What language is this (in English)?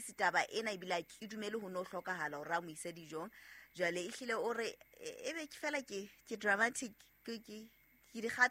Southern Sotho